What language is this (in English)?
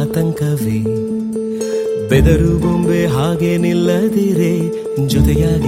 Kannada